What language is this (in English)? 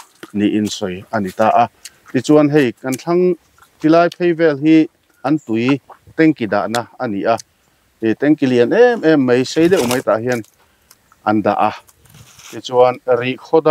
Mizo